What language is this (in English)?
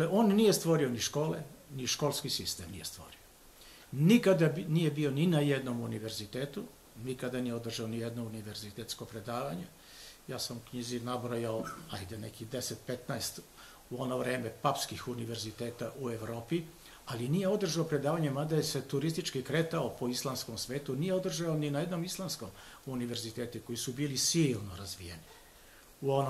Serbian